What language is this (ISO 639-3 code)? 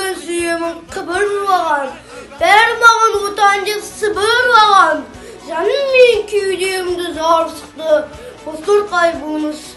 kaz